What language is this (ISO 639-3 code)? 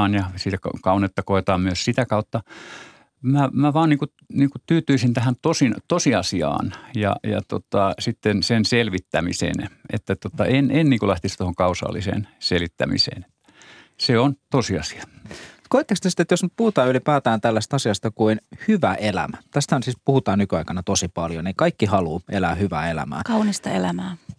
fin